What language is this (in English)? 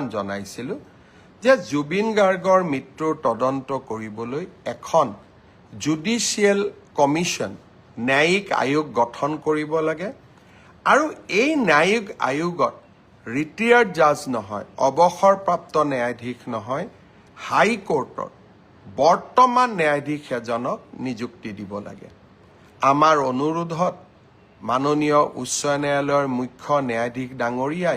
Assamese